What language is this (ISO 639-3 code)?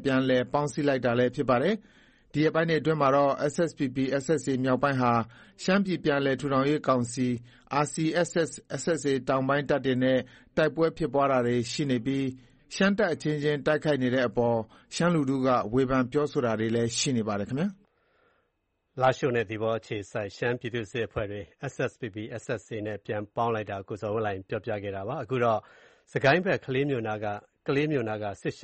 mya